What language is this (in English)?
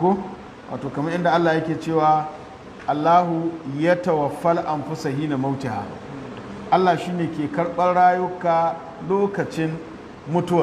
Hausa